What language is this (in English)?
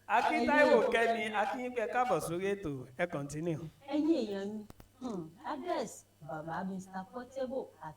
Yoruba